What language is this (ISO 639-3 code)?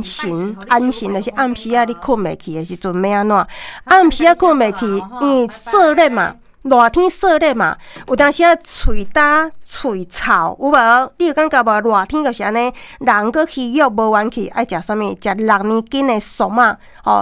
nan